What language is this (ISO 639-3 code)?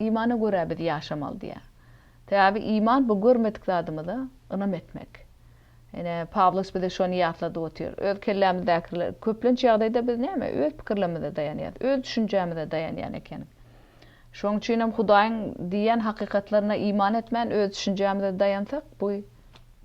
tuk